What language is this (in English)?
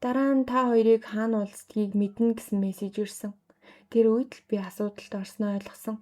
Mongolian